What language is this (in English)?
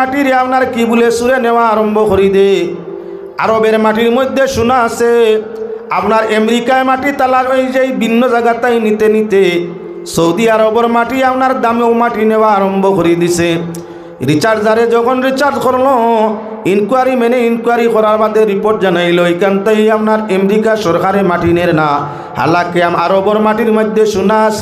Sylheti